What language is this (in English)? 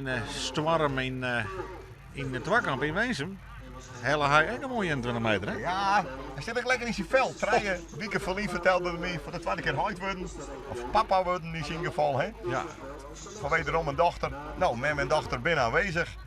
Western Frisian